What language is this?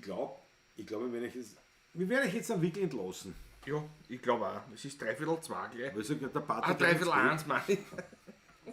Bavarian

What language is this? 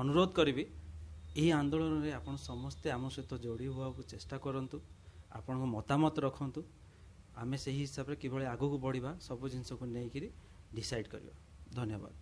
Odia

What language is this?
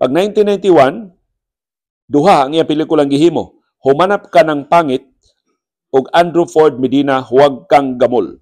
Cebuano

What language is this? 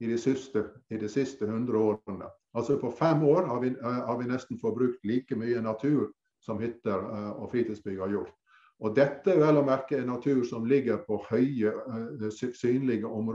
Norwegian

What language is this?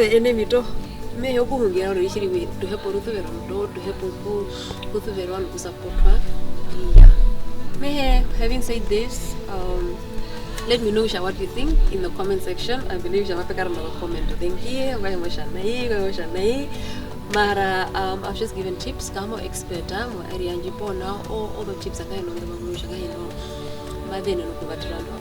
Herero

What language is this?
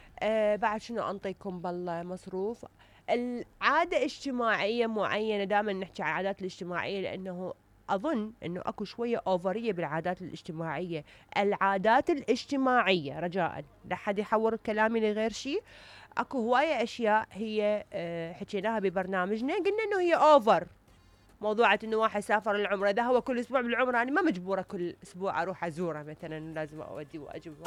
Mesopotamian Arabic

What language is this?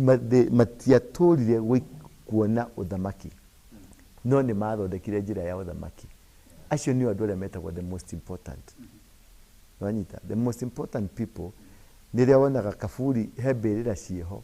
Kikuyu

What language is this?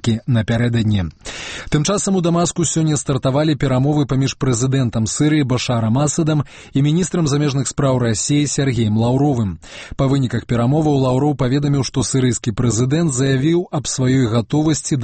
Belarusian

